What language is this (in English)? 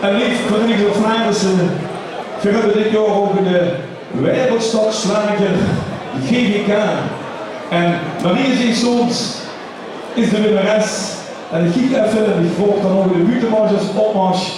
Limburgish